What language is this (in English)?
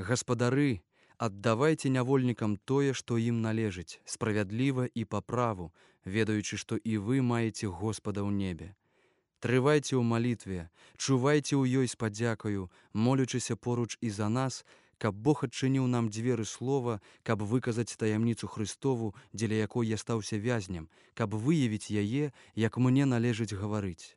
Belarusian